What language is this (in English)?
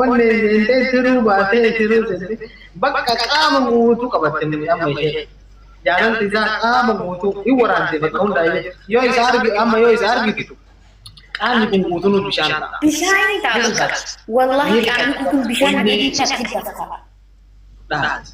Oromo